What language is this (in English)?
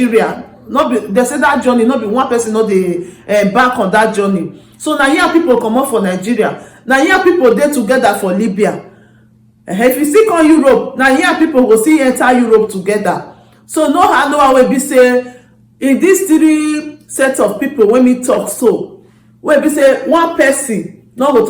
Nigerian Pidgin